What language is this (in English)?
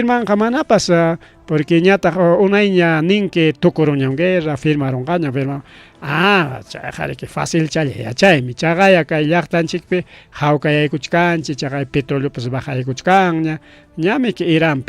Ayacucho Quechua